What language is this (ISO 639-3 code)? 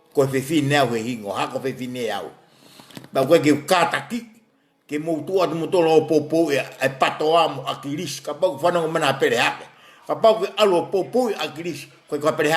ton